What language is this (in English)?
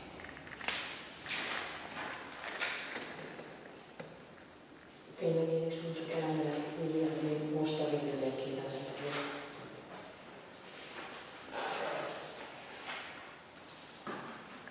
Hungarian